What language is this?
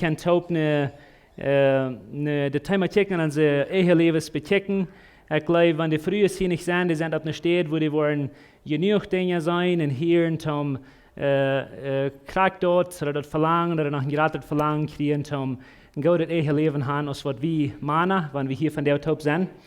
Plautdietsch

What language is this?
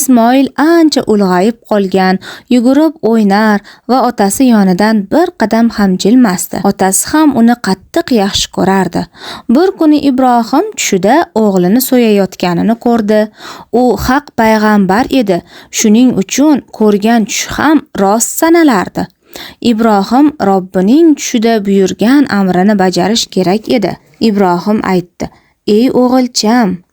Uzbek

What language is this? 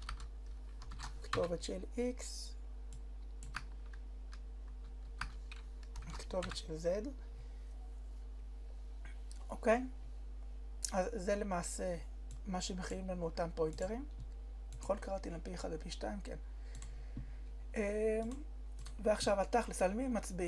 Hebrew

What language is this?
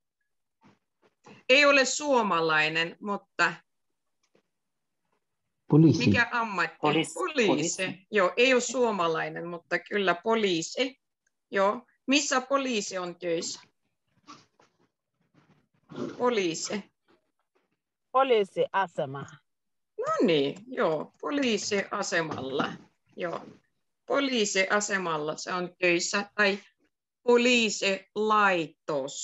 Finnish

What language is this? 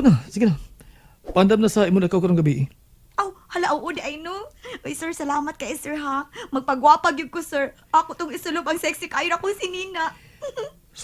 Cebuano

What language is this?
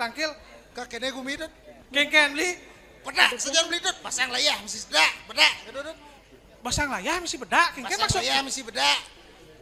Balinese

